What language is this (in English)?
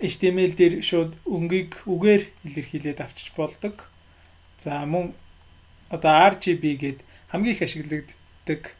Mongolian